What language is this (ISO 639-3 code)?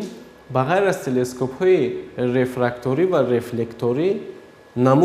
tgk